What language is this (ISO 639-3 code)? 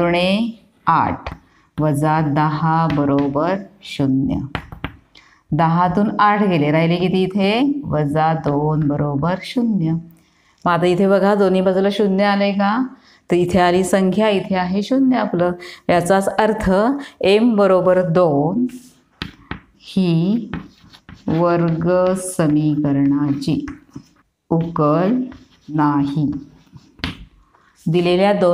mar